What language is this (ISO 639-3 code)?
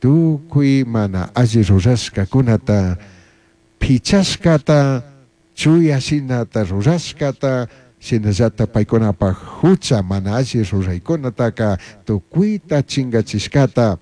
qug